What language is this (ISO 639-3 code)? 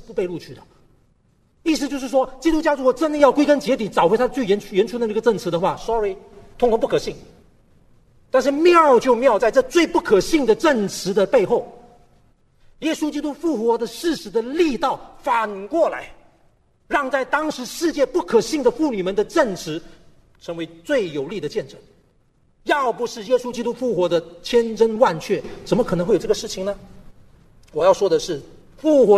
zho